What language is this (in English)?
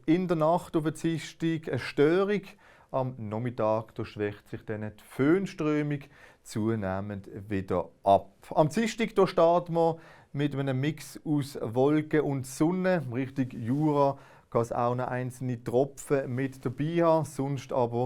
Swiss German